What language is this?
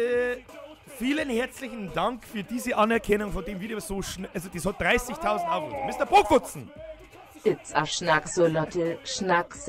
Bavarian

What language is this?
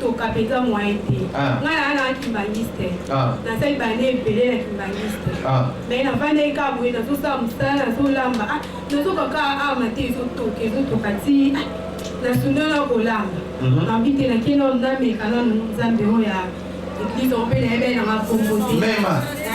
Lingala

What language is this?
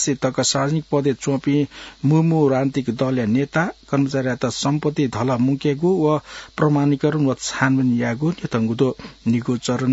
Newari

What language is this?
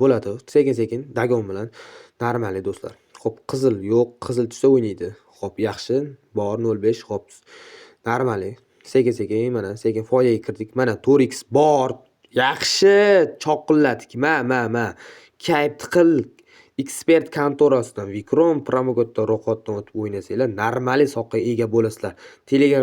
Uzbek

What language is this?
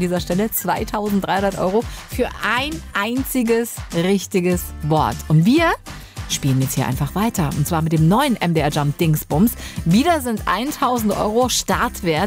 German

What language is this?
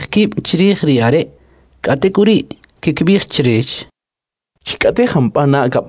Kʼicheʼ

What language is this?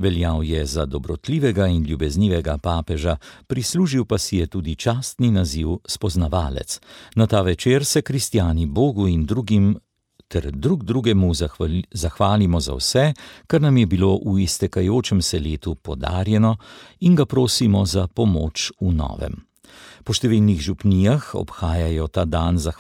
Slovenian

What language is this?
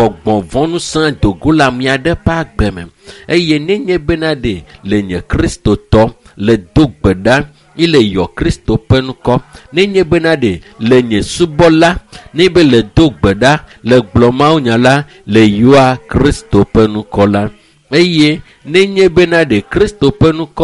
Ewe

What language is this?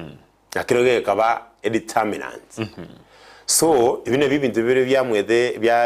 Gusii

